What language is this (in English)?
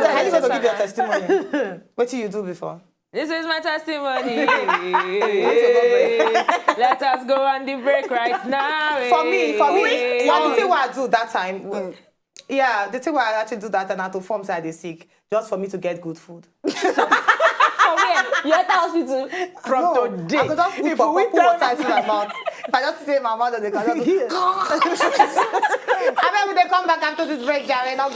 Nigerian Pidgin